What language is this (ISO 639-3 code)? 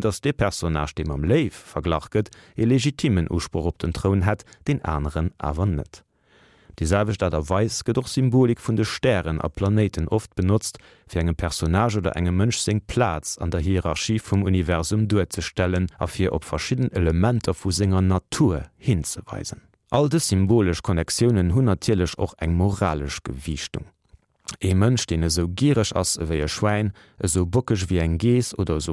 ltz